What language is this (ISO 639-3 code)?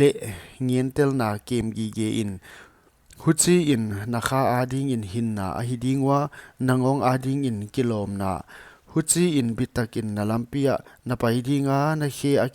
pck